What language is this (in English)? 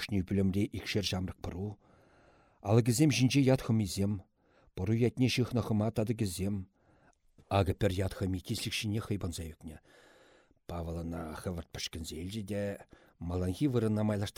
Chuvash